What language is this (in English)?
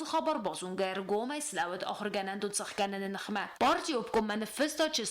Ossetic